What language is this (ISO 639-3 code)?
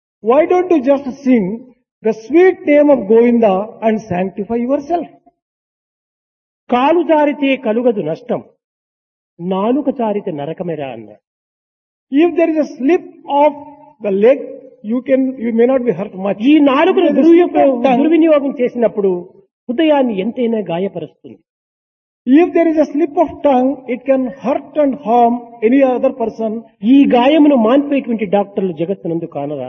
tel